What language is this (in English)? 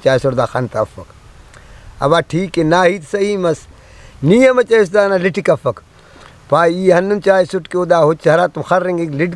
Brahui